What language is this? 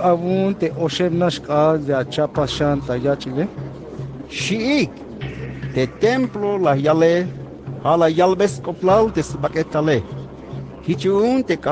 Tzeltal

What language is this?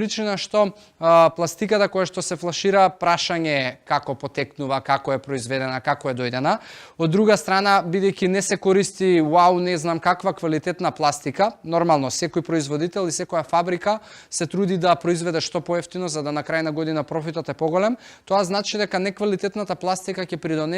Macedonian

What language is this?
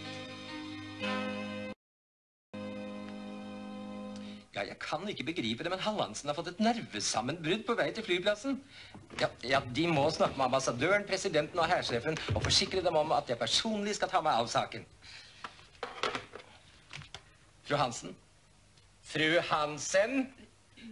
Norwegian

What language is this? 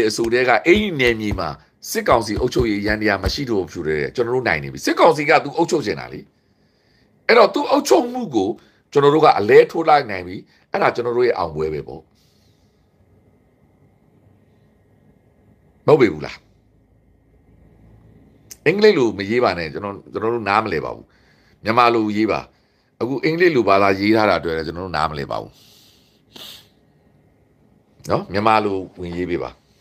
Burmese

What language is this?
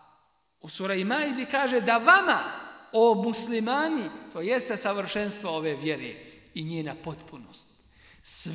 Bosnian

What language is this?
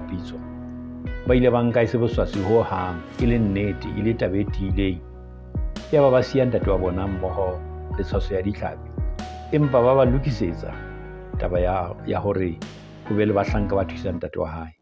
Southern Sotho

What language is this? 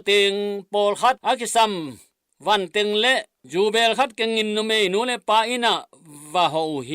Tedim Chin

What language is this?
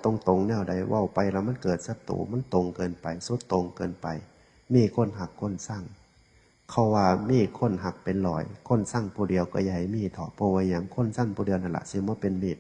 Northeastern Thai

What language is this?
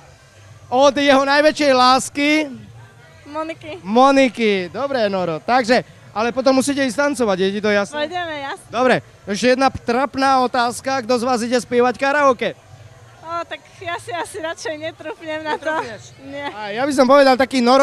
Slovak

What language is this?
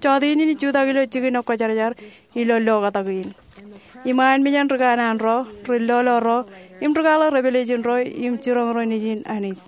Marshallese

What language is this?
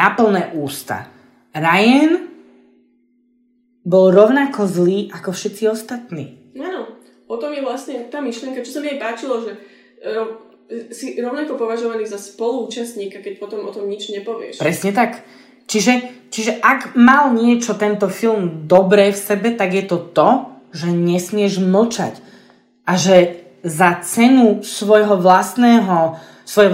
Slovak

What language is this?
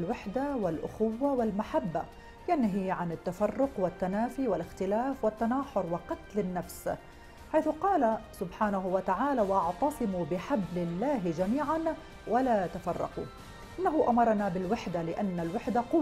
Arabic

